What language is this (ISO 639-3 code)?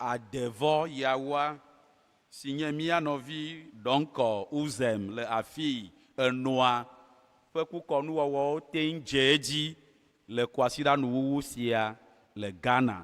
ewe